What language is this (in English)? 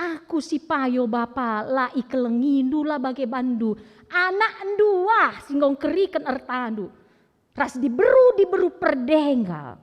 Batak Karo